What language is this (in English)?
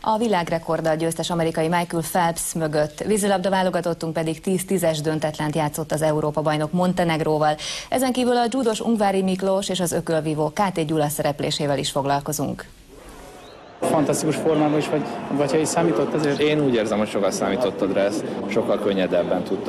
Hungarian